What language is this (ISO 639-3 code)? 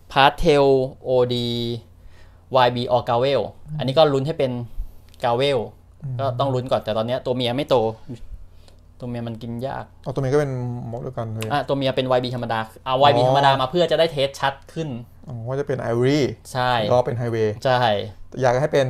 tha